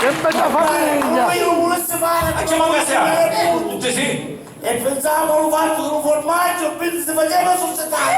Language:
Sicilian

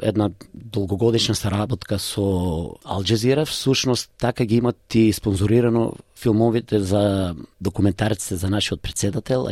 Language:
Macedonian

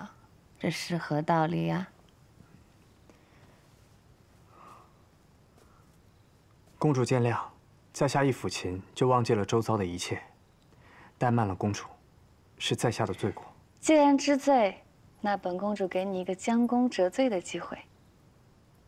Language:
Chinese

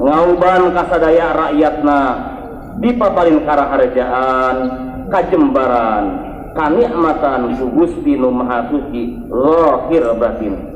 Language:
Sundanese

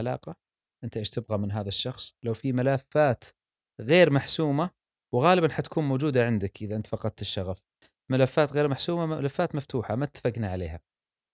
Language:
Gulf Arabic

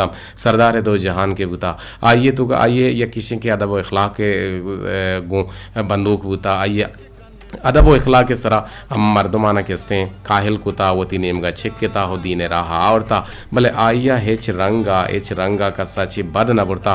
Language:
Eastern Balochi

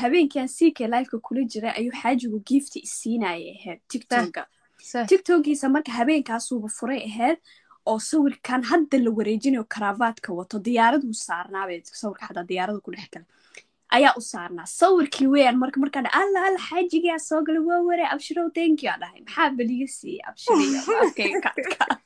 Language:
Somali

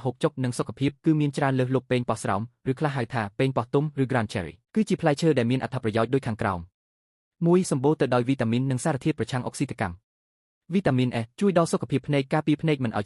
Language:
Khmer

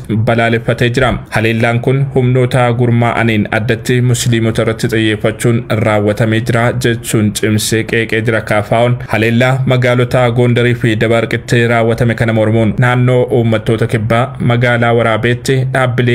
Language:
Oromo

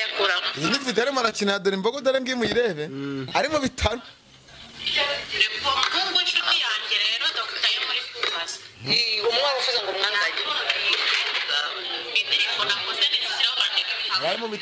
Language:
Kinyarwanda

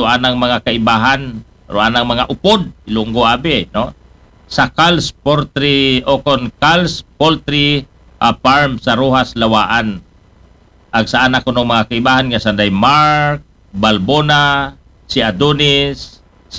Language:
Aklanon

